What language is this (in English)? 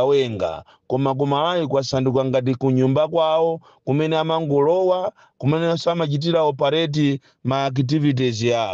Nyanja